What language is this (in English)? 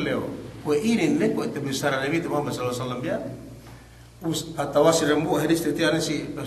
Yakan